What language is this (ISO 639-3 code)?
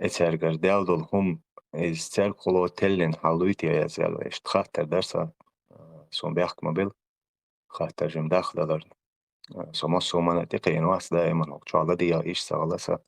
che